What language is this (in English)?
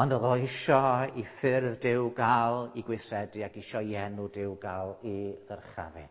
Welsh